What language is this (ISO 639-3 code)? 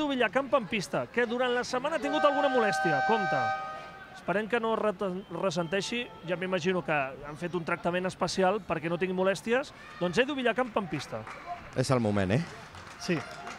cat